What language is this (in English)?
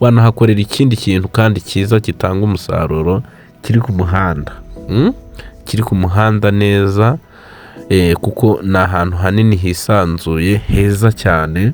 Kinyarwanda